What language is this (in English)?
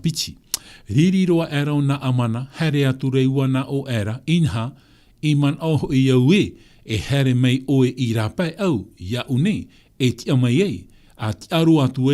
Tahitian